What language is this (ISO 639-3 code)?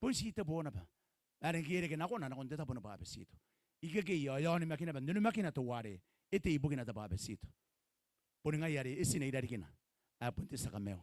gil